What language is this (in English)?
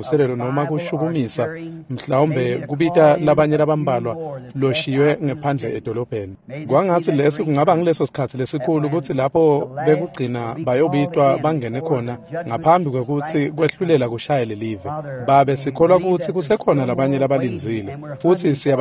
Swati